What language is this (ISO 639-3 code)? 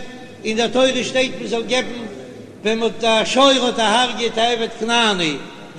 yid